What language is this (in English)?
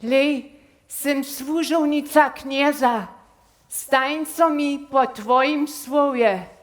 Upper Sorbian